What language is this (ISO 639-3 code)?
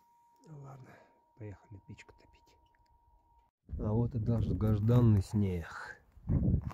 rus